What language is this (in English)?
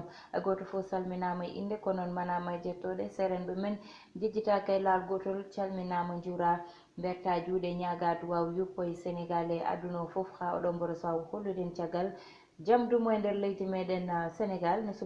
Fula